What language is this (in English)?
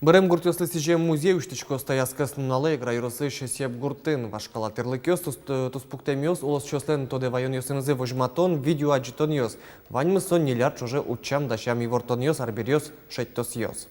Udmurt